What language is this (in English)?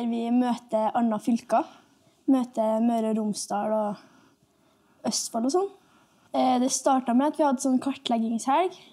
Norwegian